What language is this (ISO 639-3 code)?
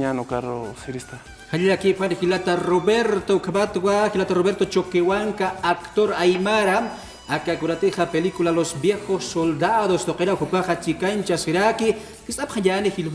aym